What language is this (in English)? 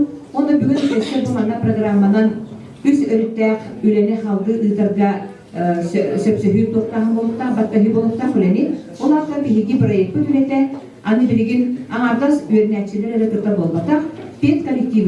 Yakut